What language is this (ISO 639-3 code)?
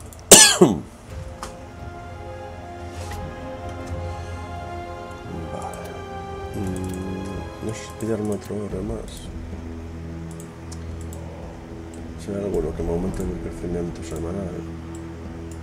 spa